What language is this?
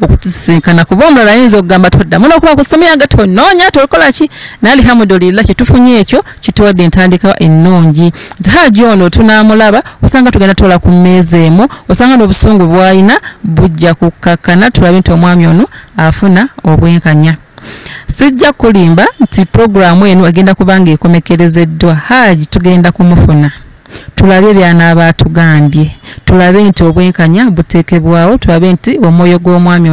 Ganda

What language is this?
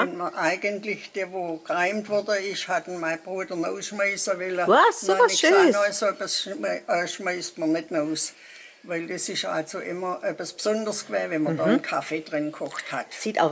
Swabian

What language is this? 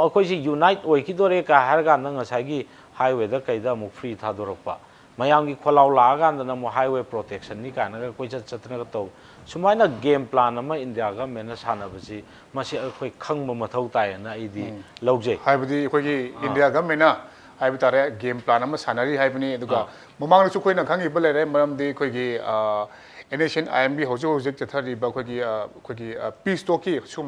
Manipuri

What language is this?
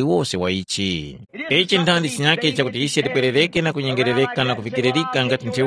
Tumbuka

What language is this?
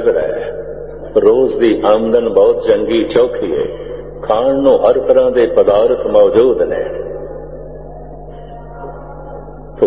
Punjabi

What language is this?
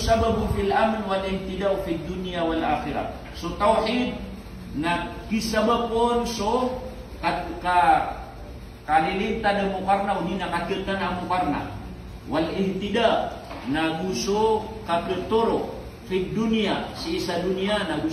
Maranao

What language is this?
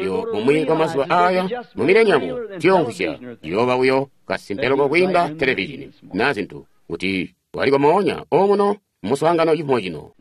Tonga (Zambia)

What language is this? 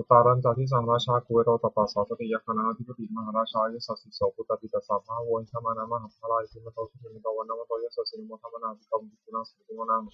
Pali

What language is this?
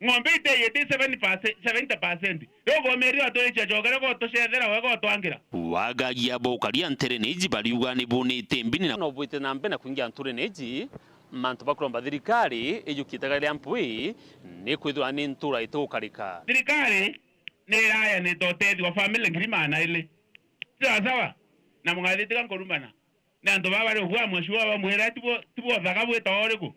Meru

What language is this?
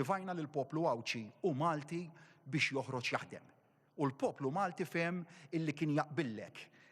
Maltese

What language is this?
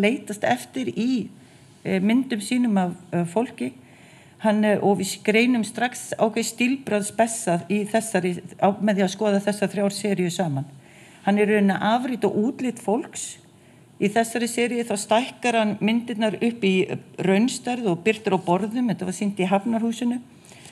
Icelandic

